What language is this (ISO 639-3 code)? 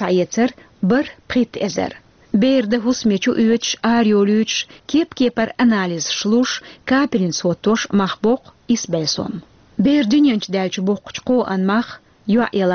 che